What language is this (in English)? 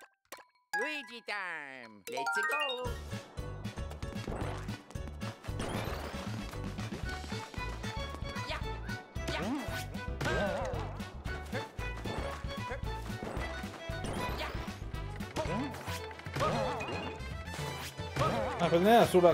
English